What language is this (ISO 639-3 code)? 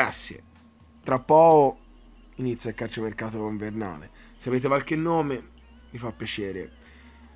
ita